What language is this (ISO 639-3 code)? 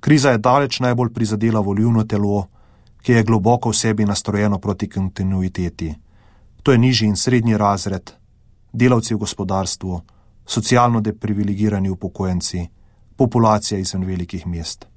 slv